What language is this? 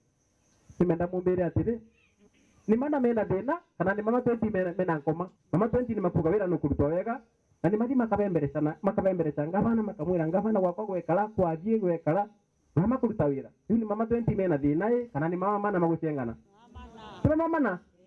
Meru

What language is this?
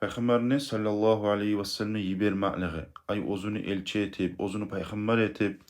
Kumyk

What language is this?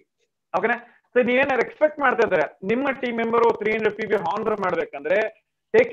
Kannada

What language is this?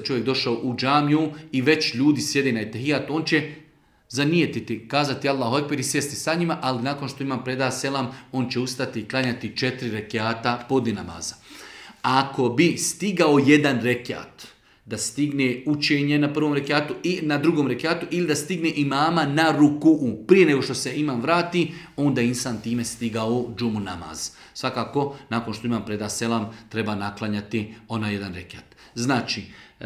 Bosnian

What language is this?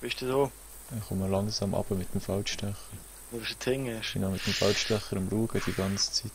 Swiss German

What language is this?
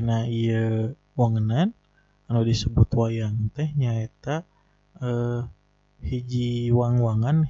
Sundanese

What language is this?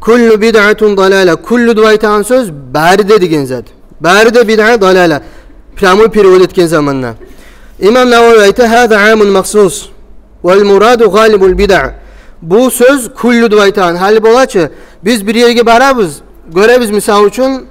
Kumyk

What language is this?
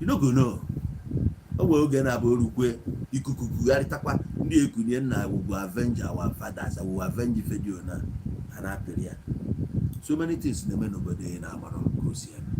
Igbo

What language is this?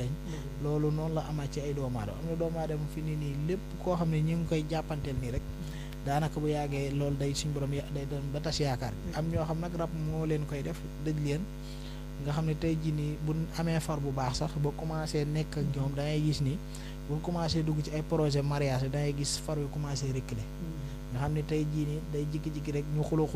Wolof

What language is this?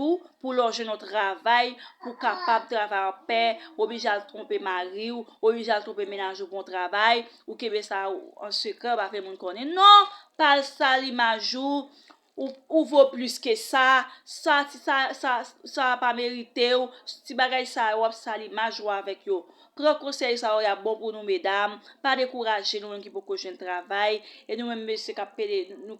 Haitian Creole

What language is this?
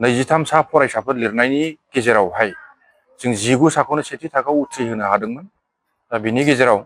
Bodo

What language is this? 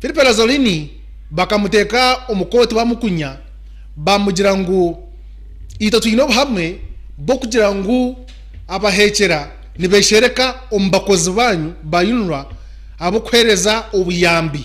Nyankole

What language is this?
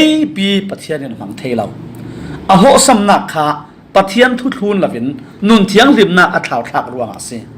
Falam Chin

